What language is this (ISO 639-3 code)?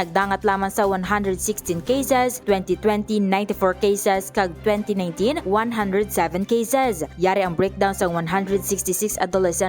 hil